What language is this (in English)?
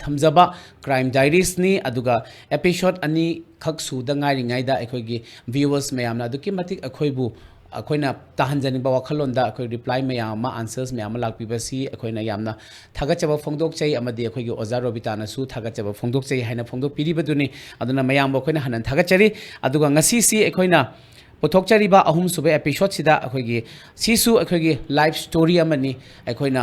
Manipuri